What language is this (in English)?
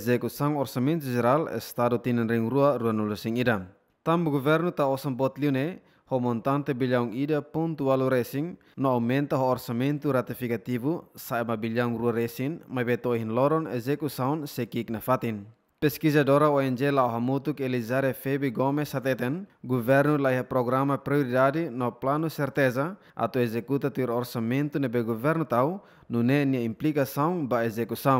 Tetum